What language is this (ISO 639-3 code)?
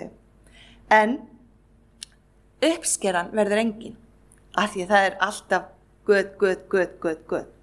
isl